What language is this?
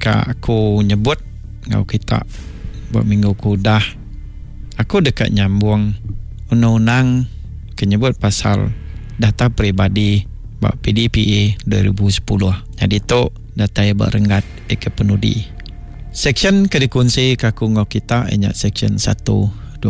Iban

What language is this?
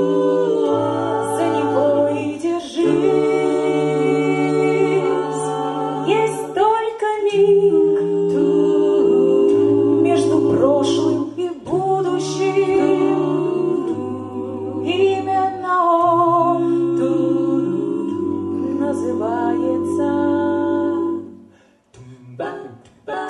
Russian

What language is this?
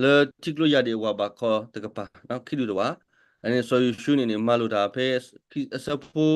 S'gaw Karen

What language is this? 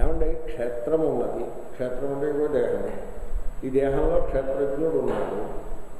Telugu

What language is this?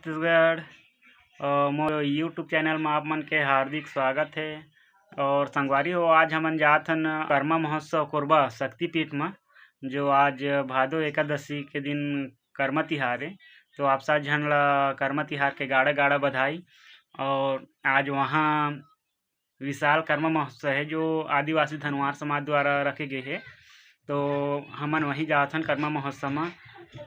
Chhattisgarhi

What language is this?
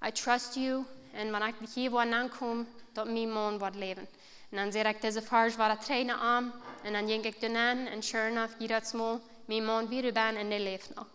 Plautdietsch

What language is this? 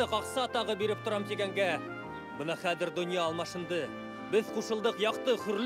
Bashkir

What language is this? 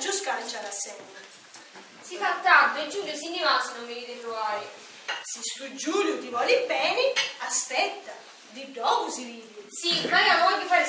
Sicilian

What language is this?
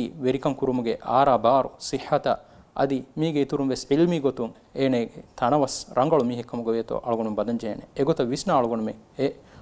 Divehi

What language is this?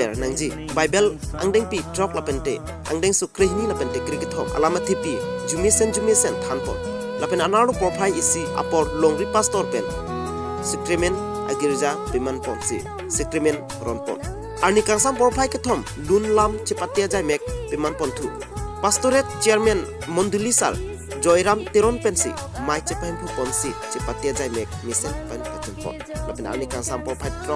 Karbi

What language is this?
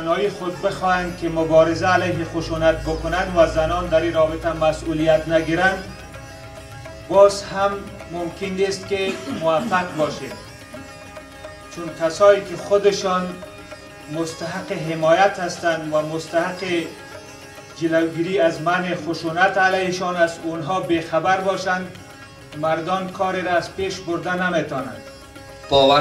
Persian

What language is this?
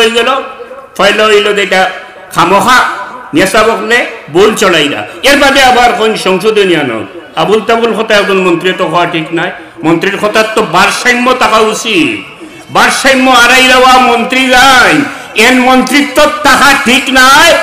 Sylheti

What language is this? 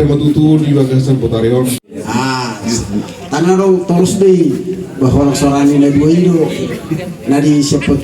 Batak Toba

